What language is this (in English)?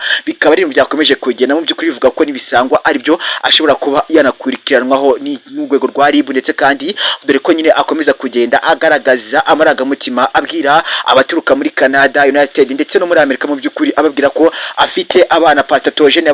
Kinyarwanda